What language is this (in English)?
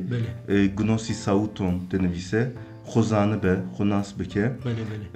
Kurdish